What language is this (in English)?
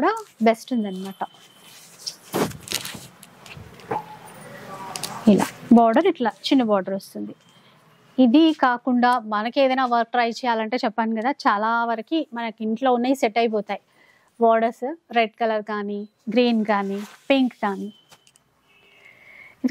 Telugu